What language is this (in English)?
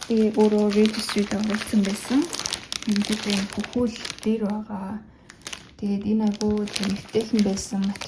Mongolian